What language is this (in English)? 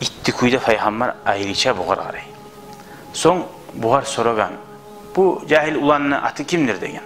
Kumyk